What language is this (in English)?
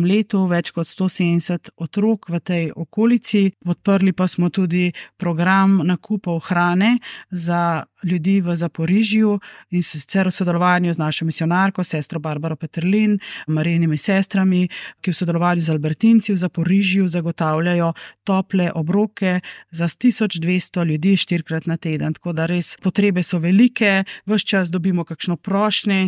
Slovenian